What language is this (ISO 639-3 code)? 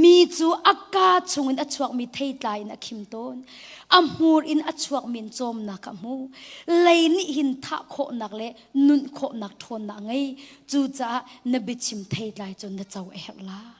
cnh